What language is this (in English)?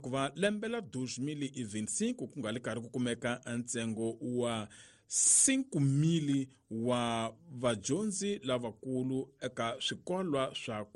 Tsonga